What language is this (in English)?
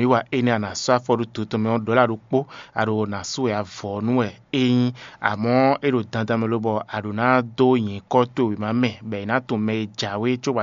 Fon